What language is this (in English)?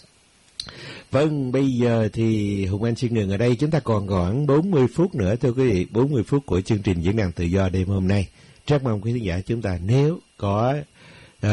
Vietnamese